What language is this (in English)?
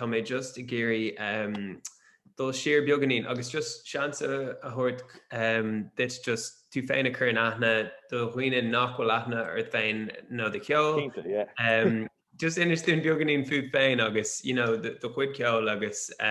Irish